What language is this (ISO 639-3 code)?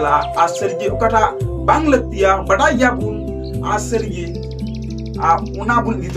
sat